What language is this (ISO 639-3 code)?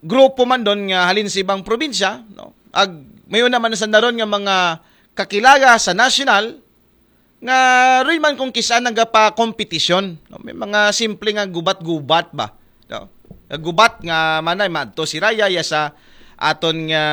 akl